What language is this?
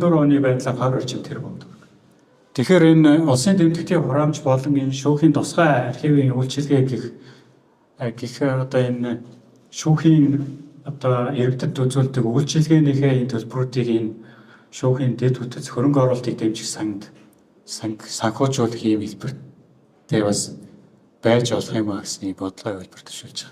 Mongolian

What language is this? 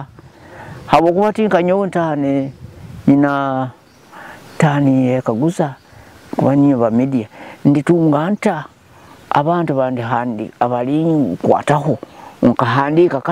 Nyoro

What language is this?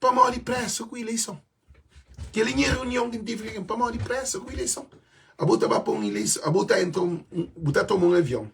Kabuverdianu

